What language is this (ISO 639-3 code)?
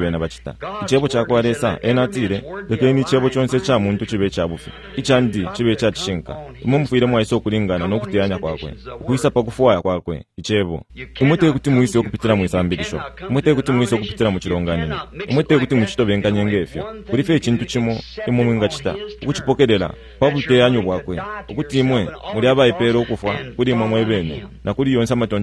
bem